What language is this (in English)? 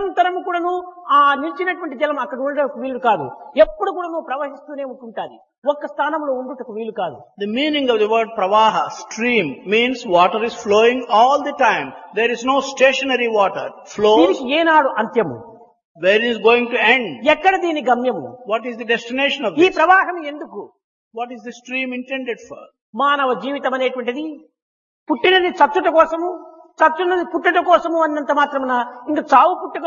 Telugu